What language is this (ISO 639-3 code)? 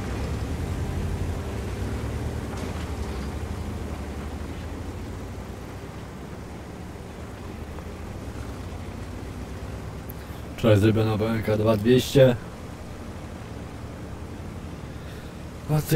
pol